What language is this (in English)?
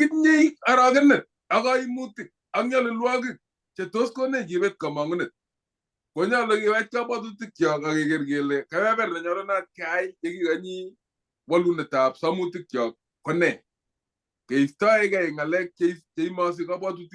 Kalenjin